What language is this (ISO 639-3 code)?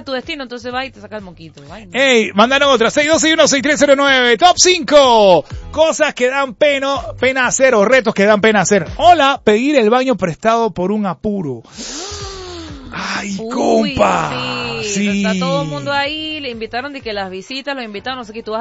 spa